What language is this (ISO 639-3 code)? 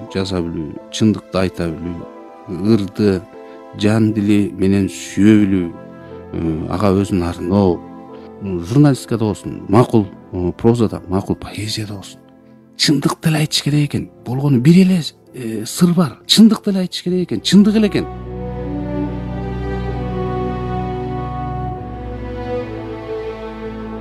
kir